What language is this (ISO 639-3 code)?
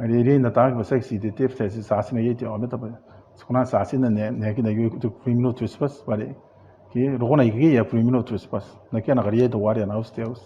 gil